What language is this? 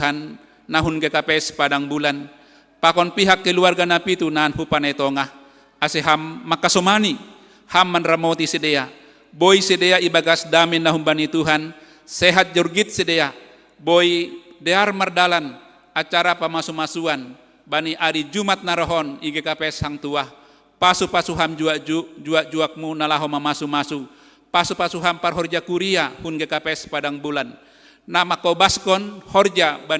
Batak Simalungun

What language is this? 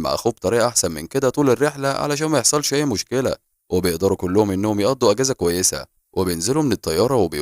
Egyptian Arabic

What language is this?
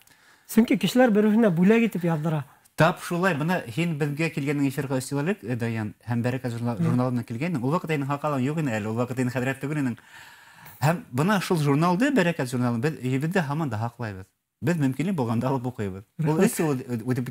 Bashkir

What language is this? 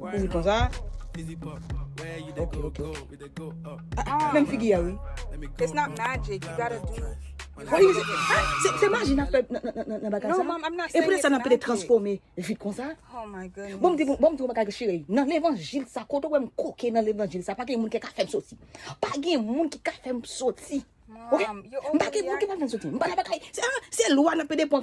Haitian Creole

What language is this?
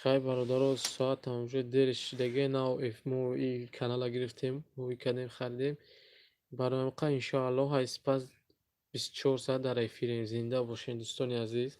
Tajik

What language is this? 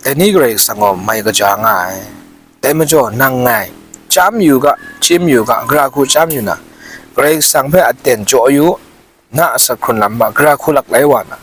Kachin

